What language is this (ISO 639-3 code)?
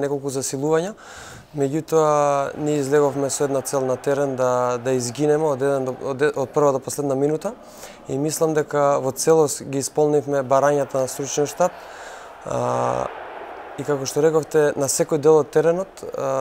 mkd